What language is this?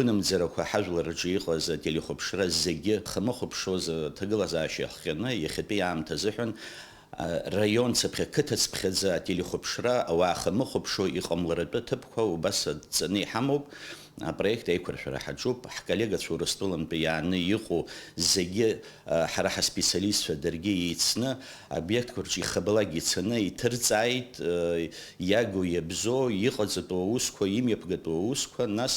Abkhazian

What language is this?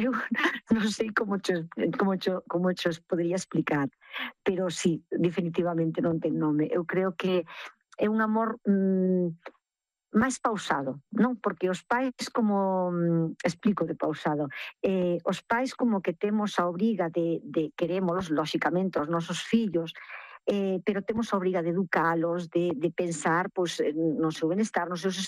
Galician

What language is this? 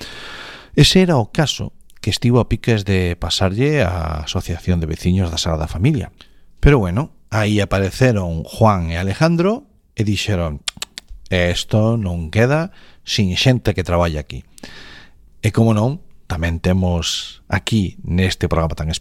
Galician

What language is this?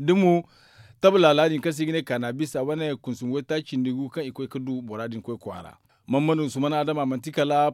Zarma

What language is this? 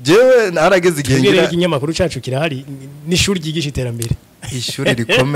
Rundi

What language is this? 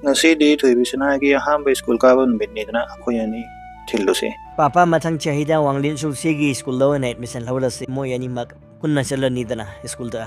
Manipuri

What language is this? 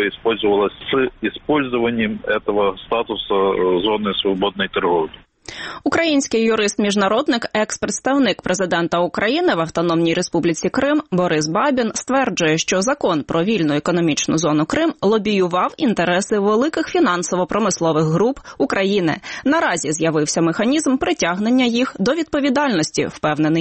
Ukrainian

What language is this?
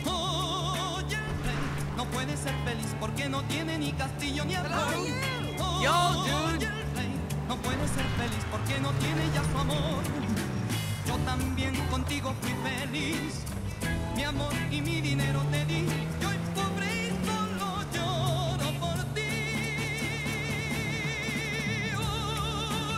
Spanish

